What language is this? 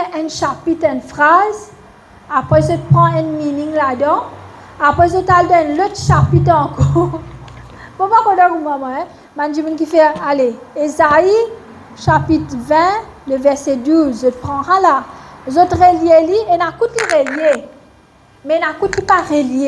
Morisyen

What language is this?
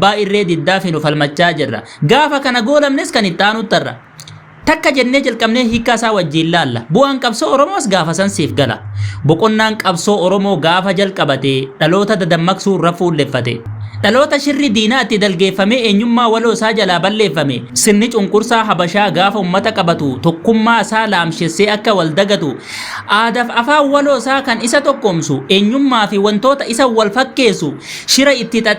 Oromo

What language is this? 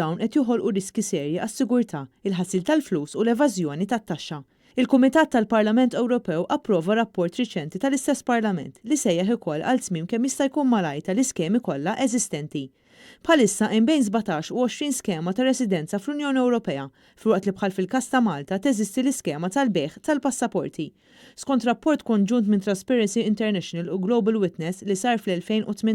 Maltese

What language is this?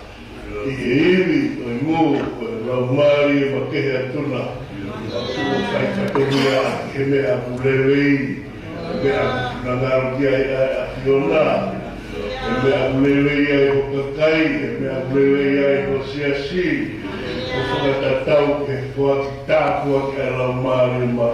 Tongan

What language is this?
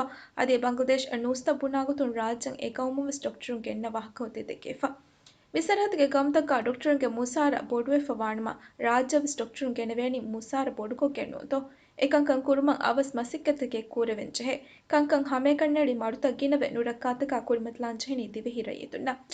Divehi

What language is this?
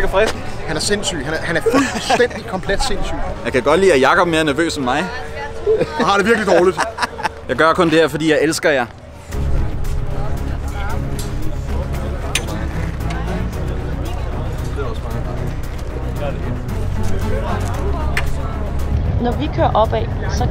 Danish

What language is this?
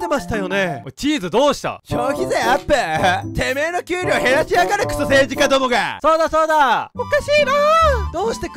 Japanese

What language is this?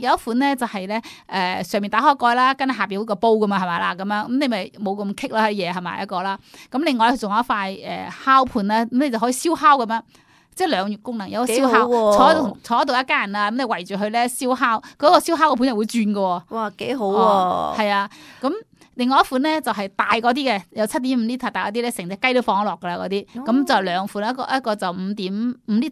Cantonese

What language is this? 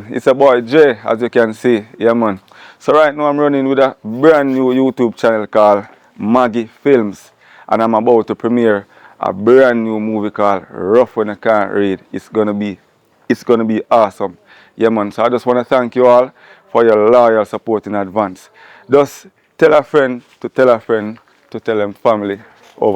Jamaican Creole English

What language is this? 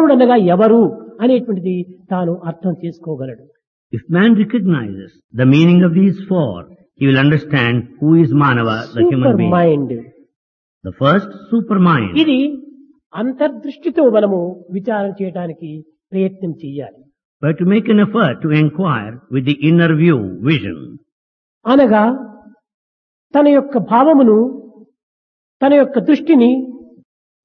Telugu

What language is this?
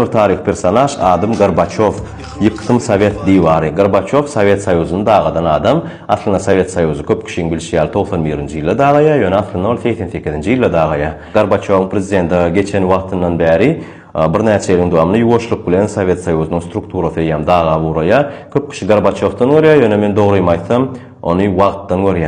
Turkmen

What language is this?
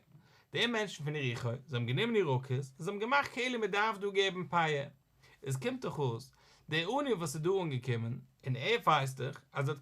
Yiddish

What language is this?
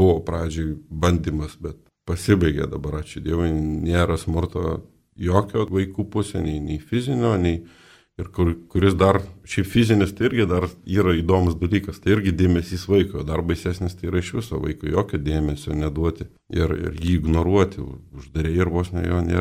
Lithuanian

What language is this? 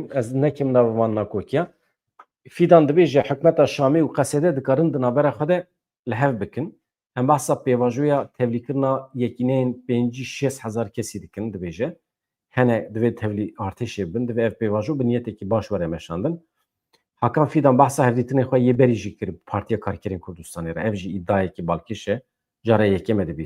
Kurdish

